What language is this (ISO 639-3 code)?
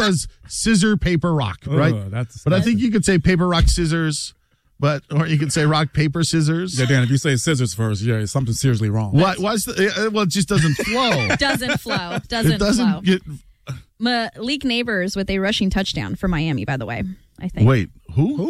eng